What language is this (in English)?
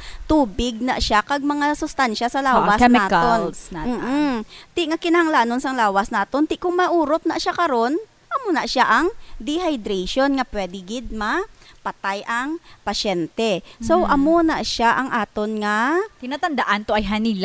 Hiligaynon